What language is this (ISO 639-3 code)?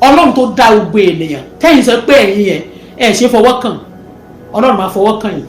yor